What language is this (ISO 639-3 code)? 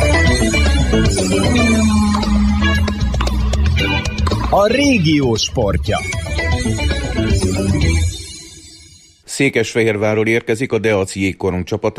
hun